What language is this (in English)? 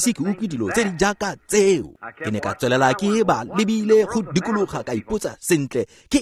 Tswana